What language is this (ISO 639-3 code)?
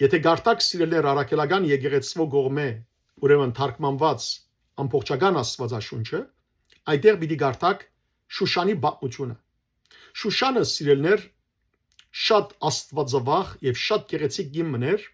hyw